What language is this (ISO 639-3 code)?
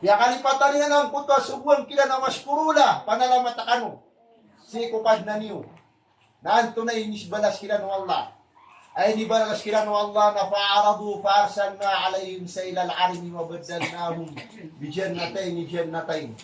mrw